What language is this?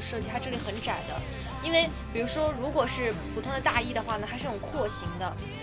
Chinese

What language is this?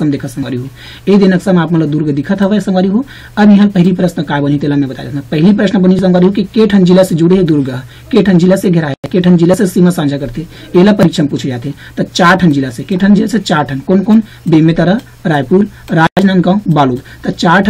Chhattisgarhi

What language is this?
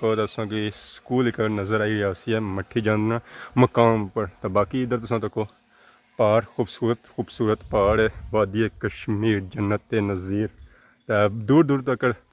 Pahari-Potwari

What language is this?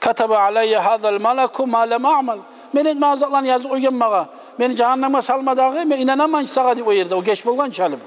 Kumyk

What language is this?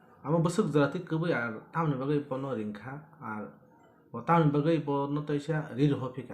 Kok Borok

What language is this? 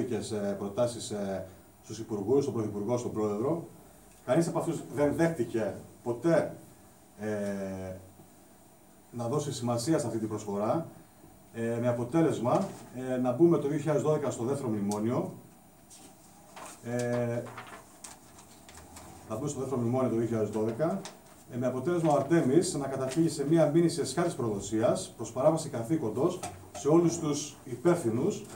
Greek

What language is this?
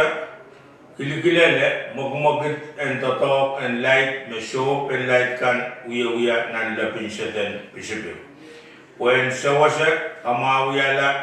Pohnpeian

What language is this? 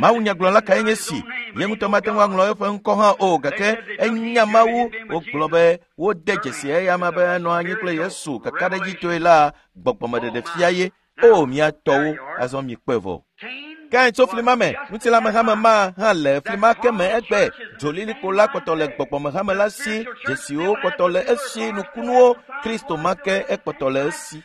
Ewe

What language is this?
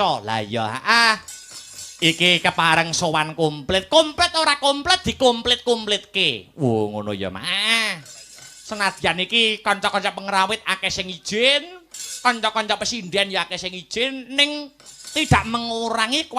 Javanese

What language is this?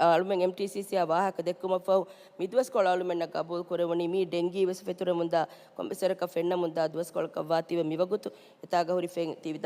Divehi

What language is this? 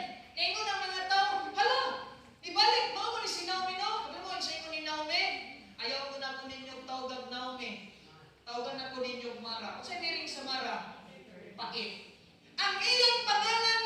Cebuano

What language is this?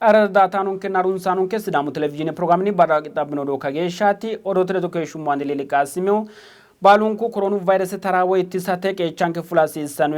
Sidamo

